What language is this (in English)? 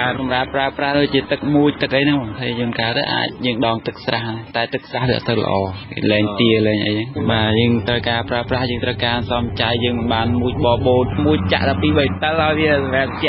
Khmer